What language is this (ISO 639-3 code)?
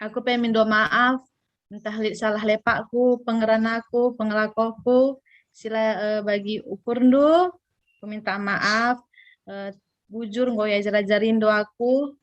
btx